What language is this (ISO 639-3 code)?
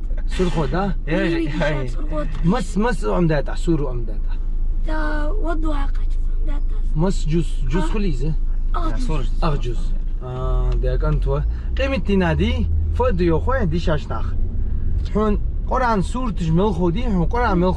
inh